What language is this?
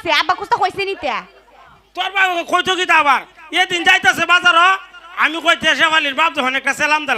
Sylheti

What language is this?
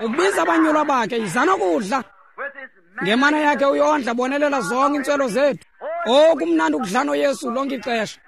Xhosa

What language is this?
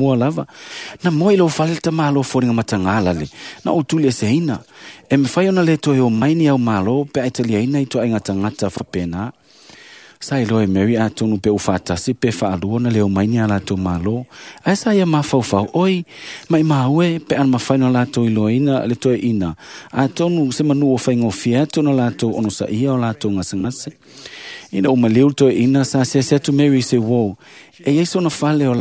Samoan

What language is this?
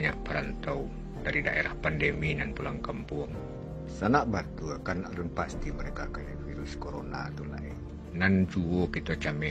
Minangkabau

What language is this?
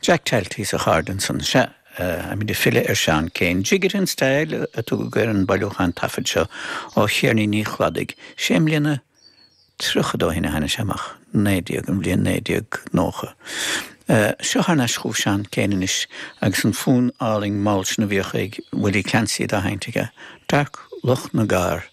Irish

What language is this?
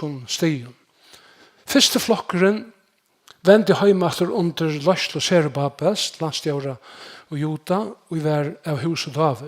Faroese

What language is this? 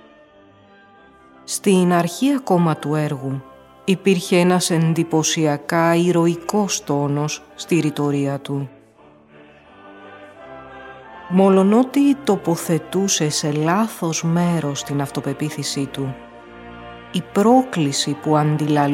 Greek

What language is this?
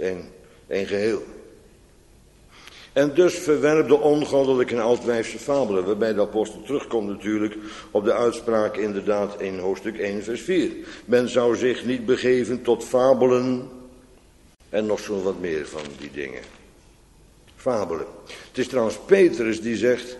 Dutch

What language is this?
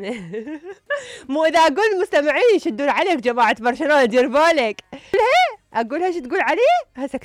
Mesopotamian Arabic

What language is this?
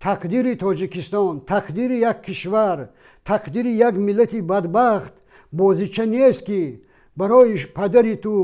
Tajik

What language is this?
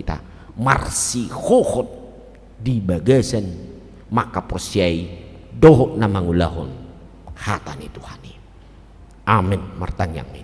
Batak Toba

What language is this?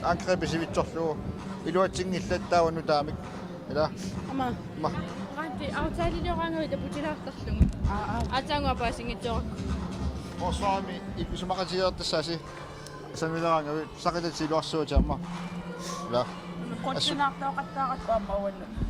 Kalaallisut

